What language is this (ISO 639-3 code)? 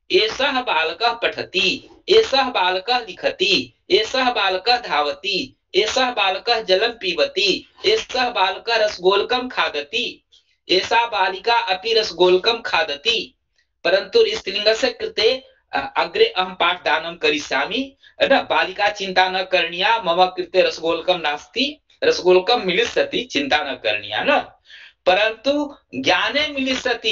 san